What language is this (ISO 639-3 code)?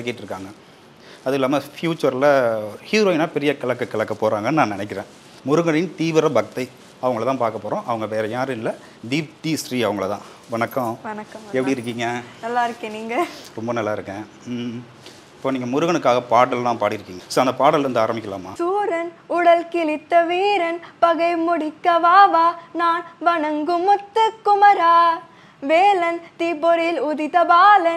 tam